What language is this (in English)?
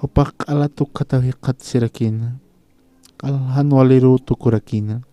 Aymara